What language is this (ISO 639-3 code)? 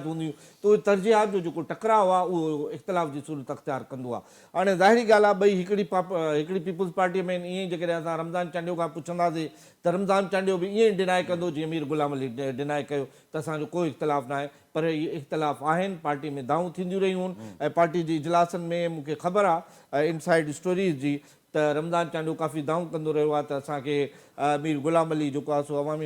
snd